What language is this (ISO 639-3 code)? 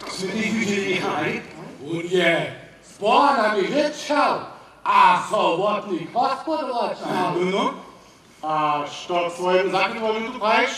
hsb